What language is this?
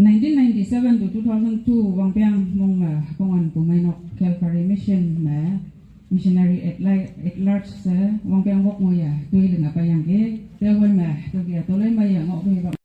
Konyak Naga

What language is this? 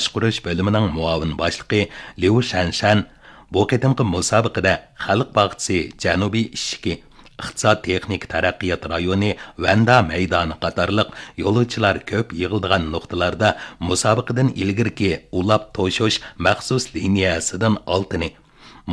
Uyghur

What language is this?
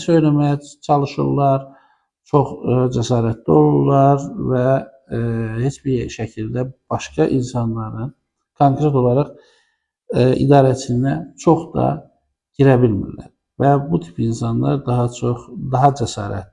Azerbaijani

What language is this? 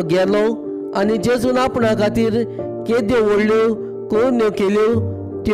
Konkani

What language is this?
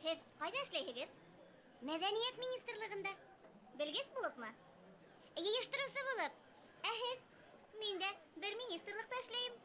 Bashkir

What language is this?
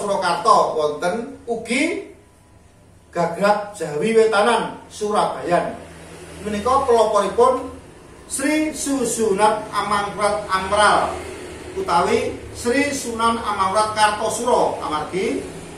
Javanese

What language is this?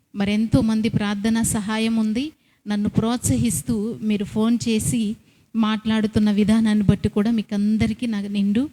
Koya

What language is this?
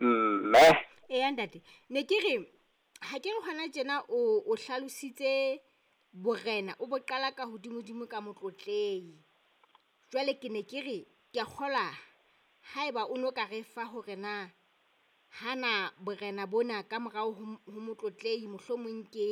Southern Sotho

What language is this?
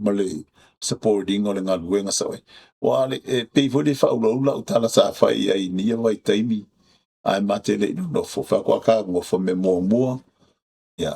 Samoan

